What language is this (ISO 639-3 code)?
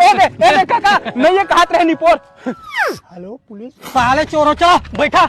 hne